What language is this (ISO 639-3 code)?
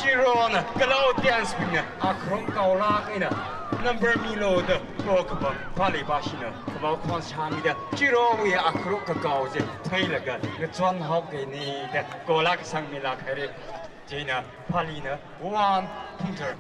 nmf